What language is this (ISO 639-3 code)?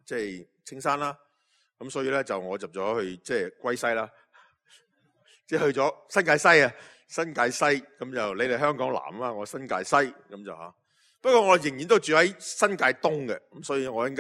yue